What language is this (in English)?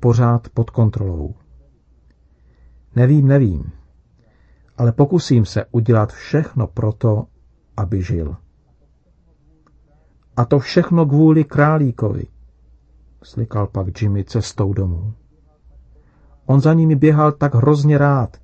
Czech